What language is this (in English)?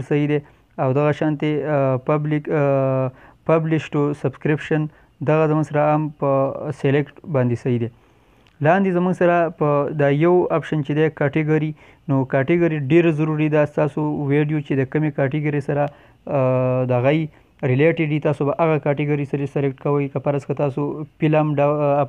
Pashto